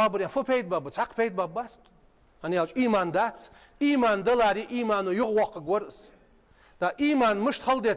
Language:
Ingush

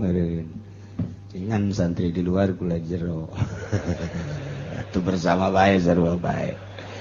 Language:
Sundanese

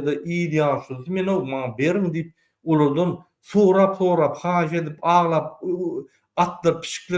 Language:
Turkmen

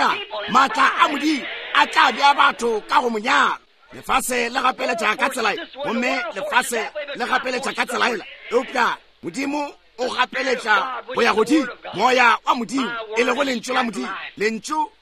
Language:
Northern Sotho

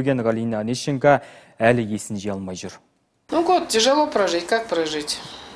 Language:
Kazakh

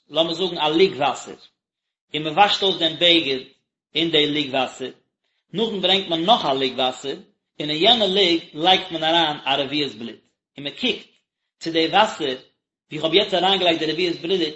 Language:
Yiddish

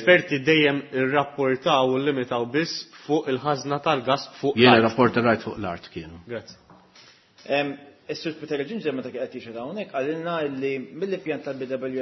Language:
Maltese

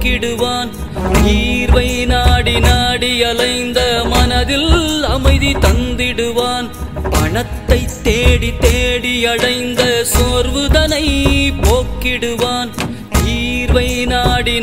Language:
Tamil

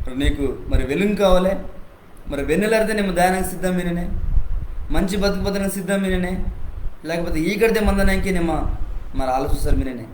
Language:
Koya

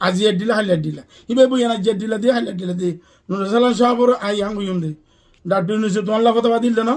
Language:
Rohingya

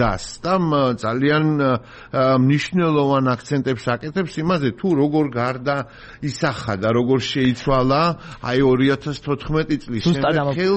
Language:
Georgian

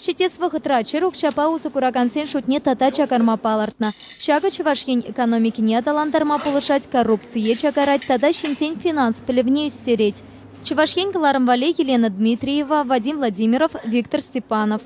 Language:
Chuvash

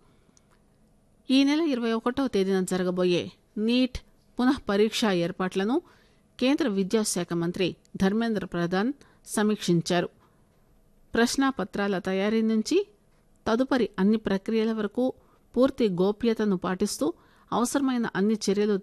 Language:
Telugu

